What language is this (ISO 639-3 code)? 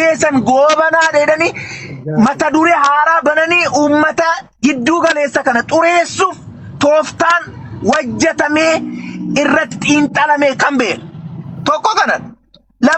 orm